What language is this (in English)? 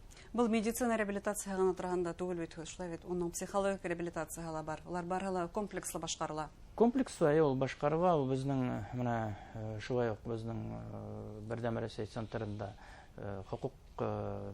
Bashkir